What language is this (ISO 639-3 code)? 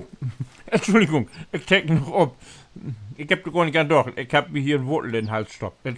nds